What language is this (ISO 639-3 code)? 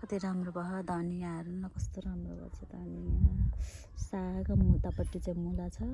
nep